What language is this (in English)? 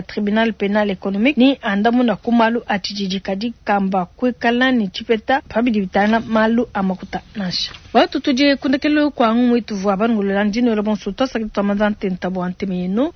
Luba-Lulua